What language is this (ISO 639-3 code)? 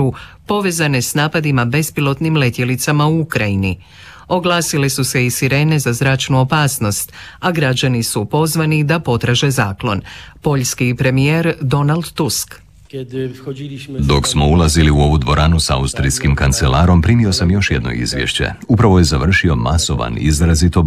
hrv